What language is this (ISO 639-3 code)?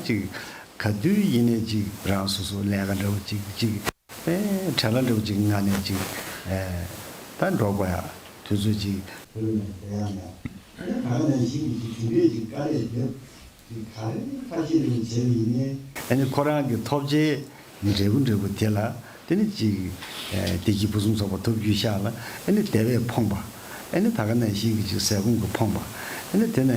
bod